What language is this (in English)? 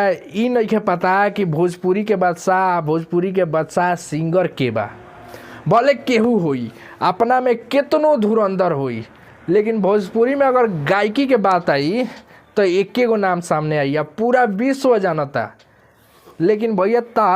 Bhojpuri